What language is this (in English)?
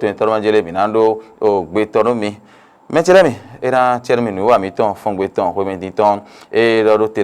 Fon